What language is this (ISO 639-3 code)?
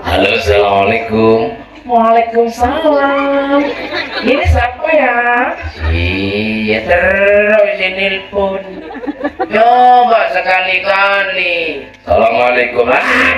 mad